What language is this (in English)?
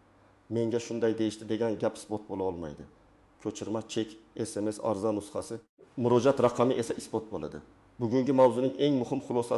Uzbek